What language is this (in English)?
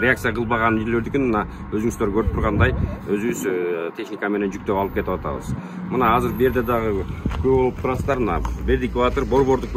Kyrgyz